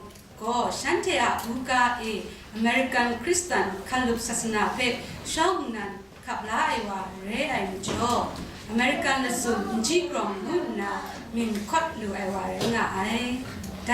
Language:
Kachin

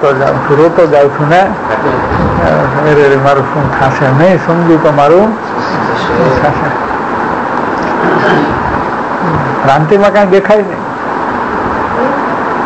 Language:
Gujarati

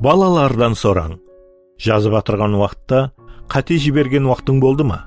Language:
Kara-Kalpak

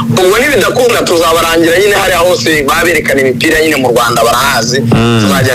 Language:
Kinyarwanda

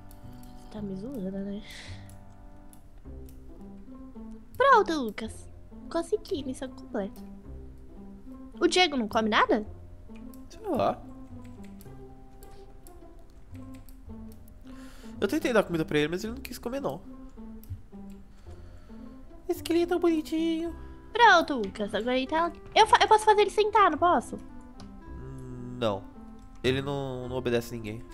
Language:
Portuguese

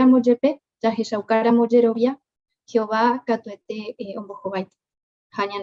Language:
Guarani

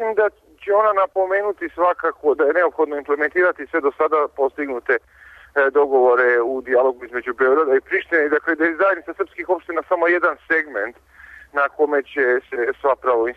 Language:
Serbian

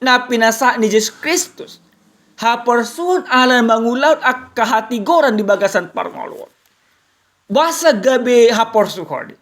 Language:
Batak Toba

